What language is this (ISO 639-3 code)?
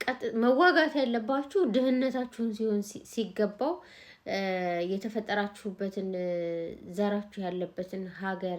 amh